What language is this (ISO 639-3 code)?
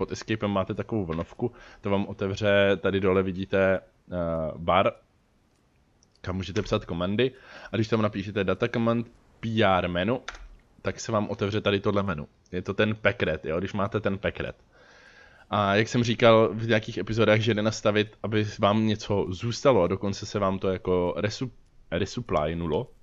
ces